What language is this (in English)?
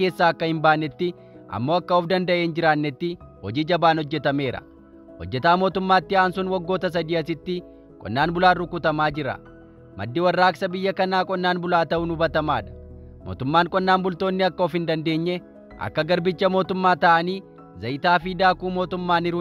Oromo